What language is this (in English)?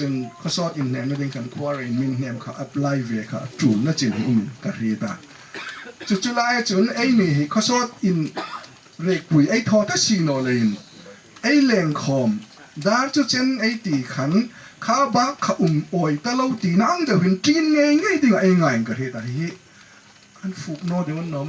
Hmar